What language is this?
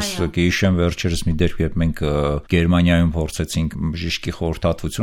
Armenian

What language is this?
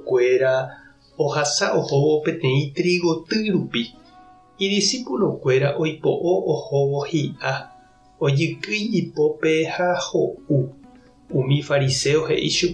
Guarani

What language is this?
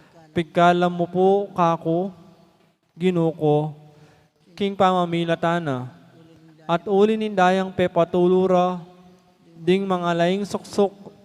Pampanga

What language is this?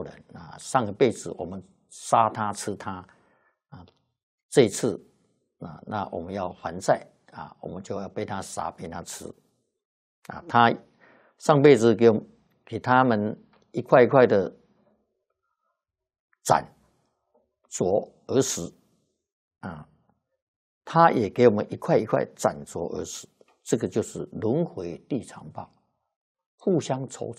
Chinese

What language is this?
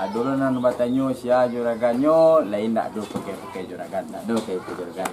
Minangkabau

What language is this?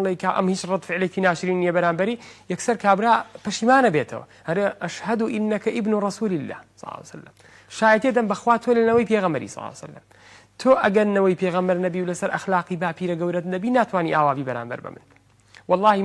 Central Kurdish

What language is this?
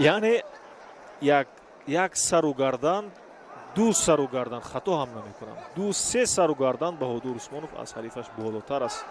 Tajik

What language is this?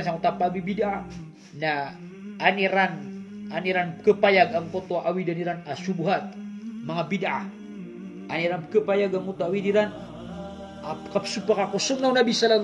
Maranao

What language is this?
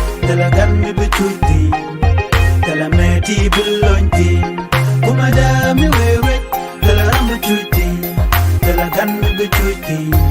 Nuer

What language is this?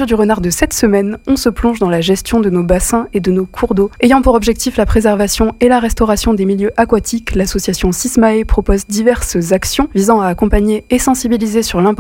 French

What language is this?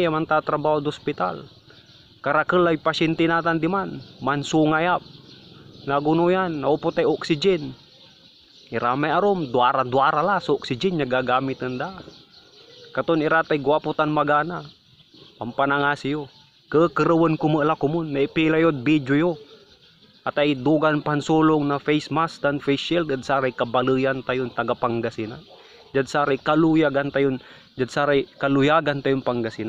Pangasinan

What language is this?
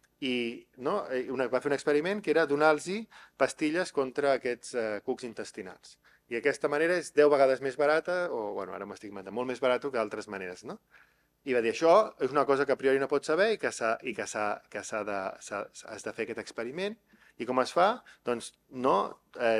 Catalan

